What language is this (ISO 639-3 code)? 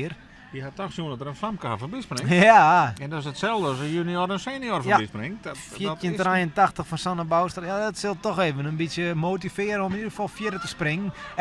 fry